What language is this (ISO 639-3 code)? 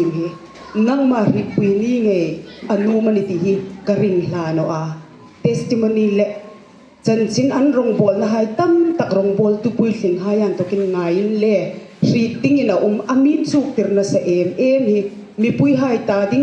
hmr